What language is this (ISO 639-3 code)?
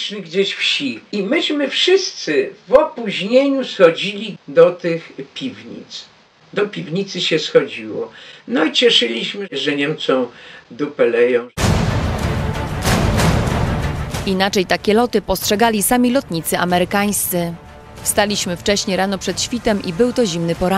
pol